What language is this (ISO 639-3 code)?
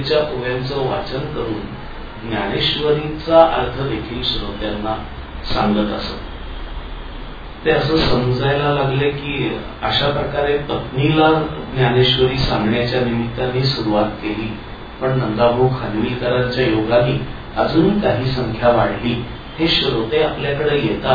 mar